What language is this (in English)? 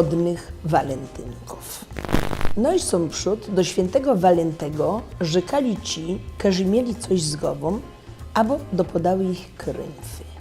Silesian